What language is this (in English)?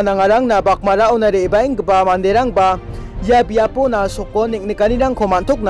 Garo